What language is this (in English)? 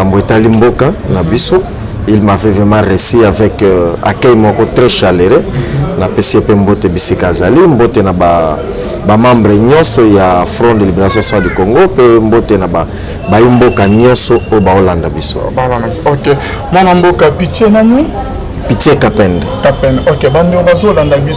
Lingala